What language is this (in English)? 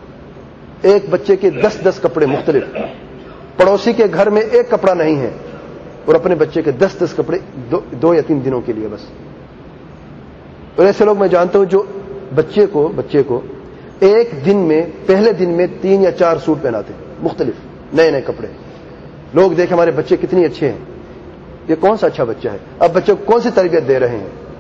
Urdu